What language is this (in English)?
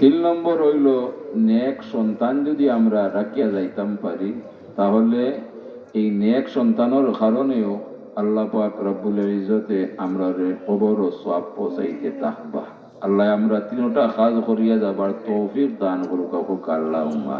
Sylheti